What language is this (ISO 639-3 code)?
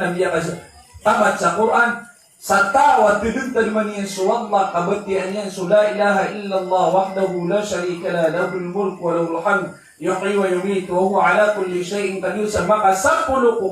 mrw